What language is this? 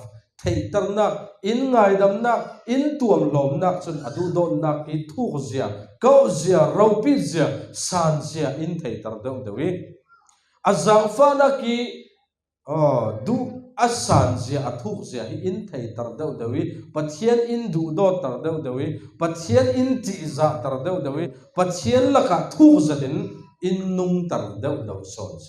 Falam Chin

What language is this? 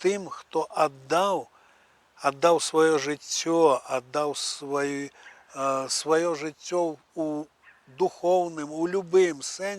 Belarusian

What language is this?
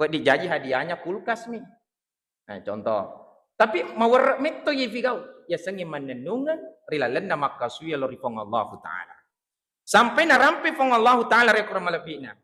Buginese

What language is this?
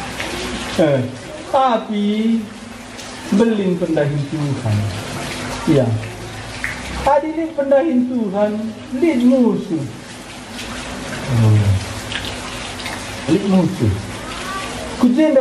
Batak Karo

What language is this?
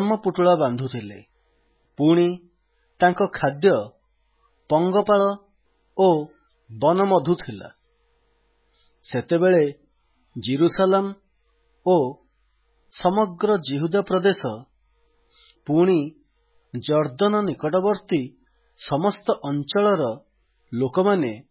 Odia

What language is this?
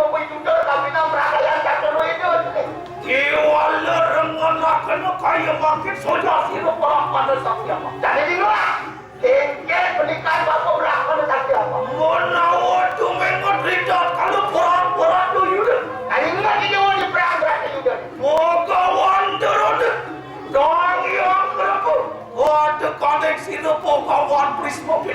Balinese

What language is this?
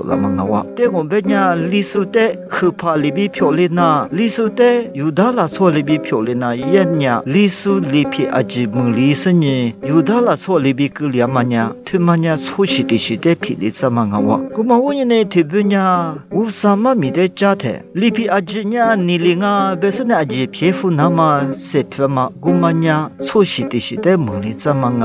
Lisu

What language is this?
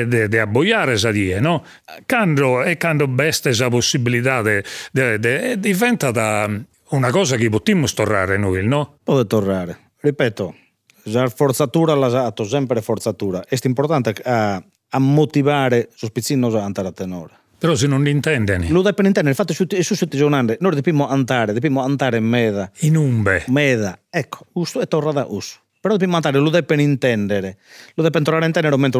Sardinian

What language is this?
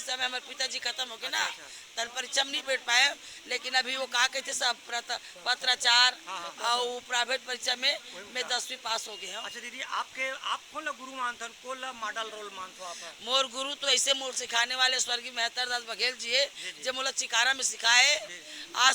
Chhattisgarhi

